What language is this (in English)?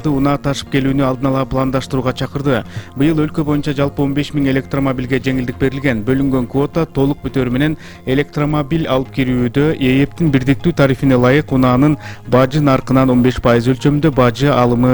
Kyrgyz